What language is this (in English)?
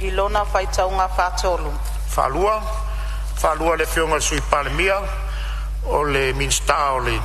Samoan